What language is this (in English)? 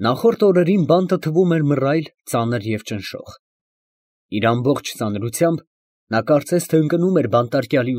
Armenian